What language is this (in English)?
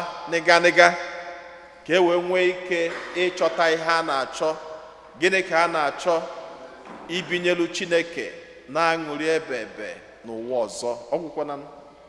Igbo